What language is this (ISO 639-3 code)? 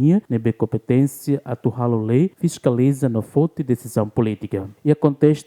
tet